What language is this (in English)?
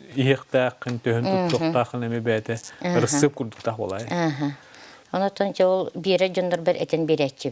Yakut